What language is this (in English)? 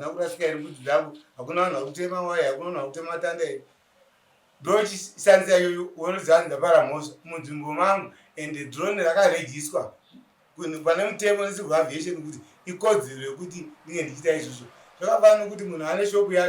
Shona